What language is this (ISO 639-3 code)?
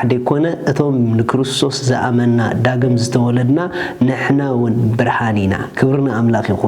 tir